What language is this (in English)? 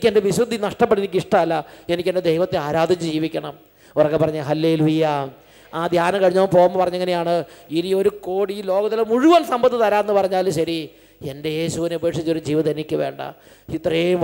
Malayalam